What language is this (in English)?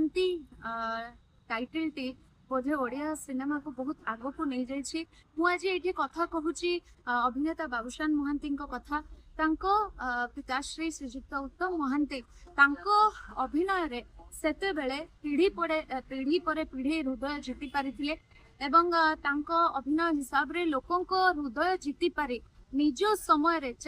Odia